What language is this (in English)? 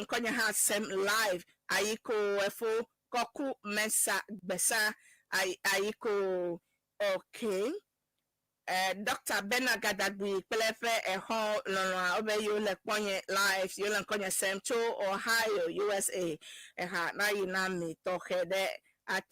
Ewe